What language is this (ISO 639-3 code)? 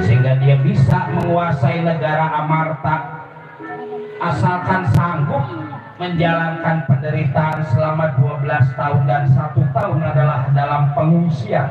bew